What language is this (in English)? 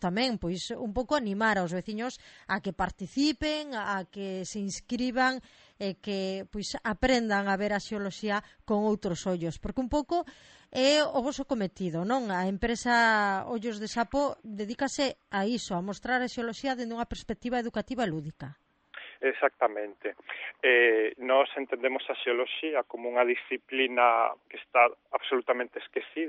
Galician